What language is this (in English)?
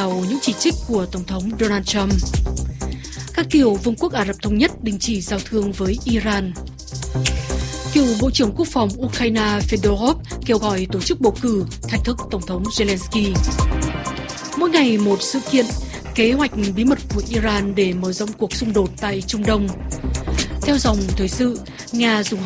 Vietnamese